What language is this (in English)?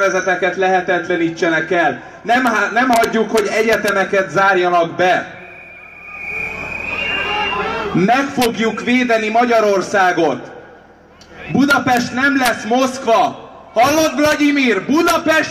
Hungarian